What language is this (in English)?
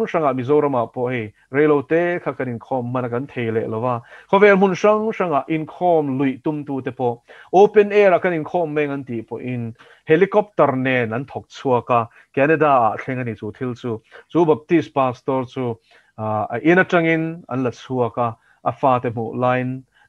Mizo